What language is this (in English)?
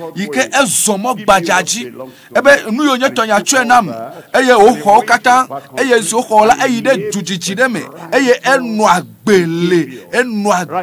Ewe